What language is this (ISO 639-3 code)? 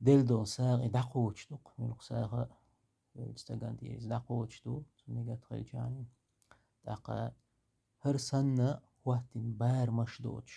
che